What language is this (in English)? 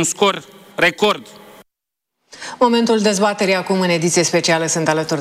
Romanian